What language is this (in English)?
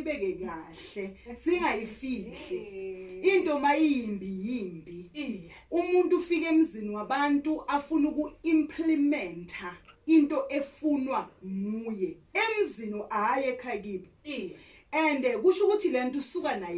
Zulu